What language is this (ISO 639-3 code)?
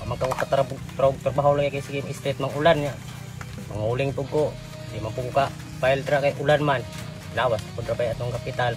ceb